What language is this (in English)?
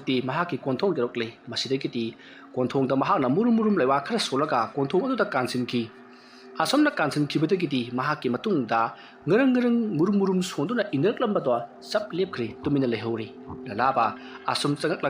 Manipuri